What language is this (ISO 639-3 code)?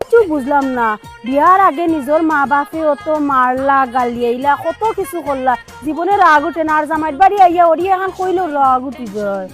syl